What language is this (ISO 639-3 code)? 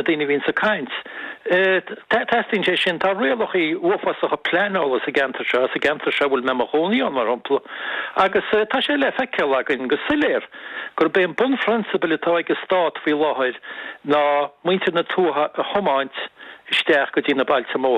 gle